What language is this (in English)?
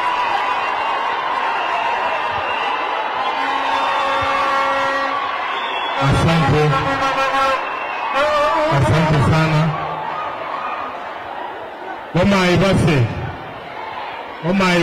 Swahili